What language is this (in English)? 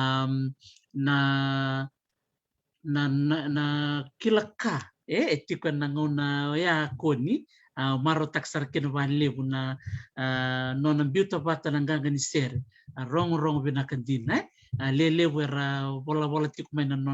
Fijian